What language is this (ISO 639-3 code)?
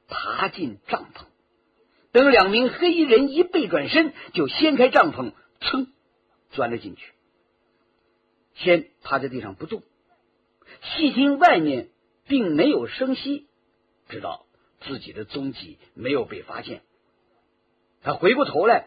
zho